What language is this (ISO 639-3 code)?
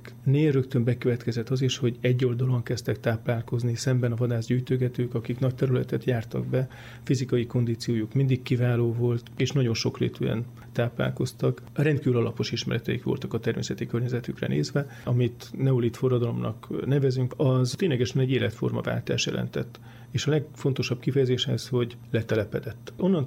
hun